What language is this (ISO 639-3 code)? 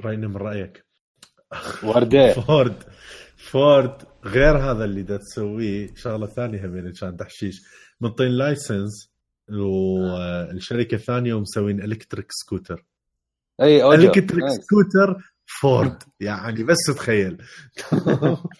acm